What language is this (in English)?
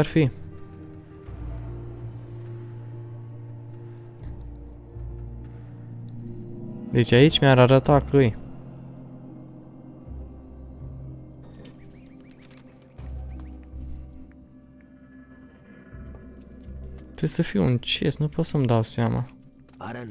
Romanian